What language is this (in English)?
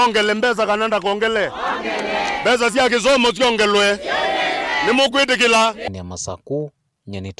Kamba